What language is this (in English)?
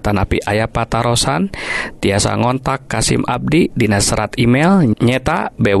Sundanese